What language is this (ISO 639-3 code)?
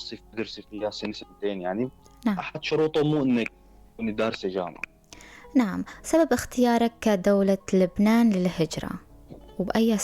apc